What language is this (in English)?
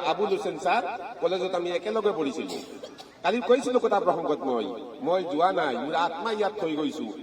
Assamese